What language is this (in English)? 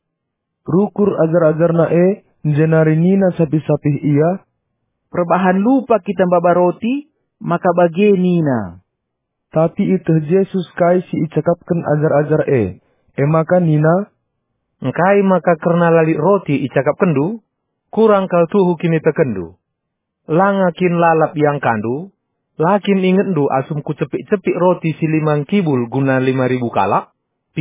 Batak Karo